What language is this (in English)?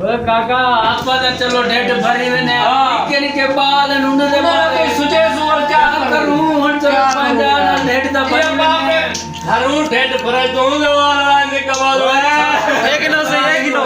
Saraiki